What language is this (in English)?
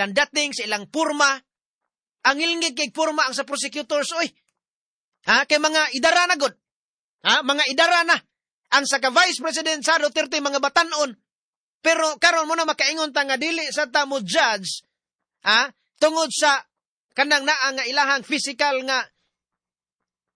Cebuano